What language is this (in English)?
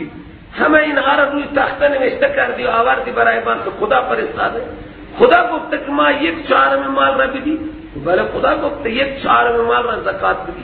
Persian